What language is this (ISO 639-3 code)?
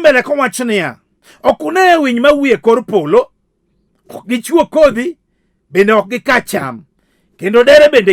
luo